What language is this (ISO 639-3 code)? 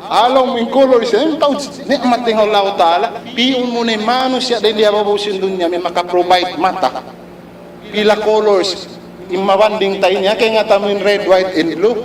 tsg